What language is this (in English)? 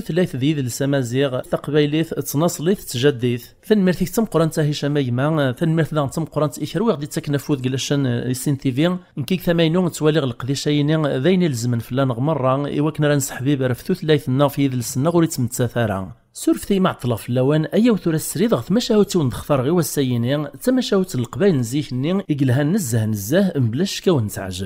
Kabyle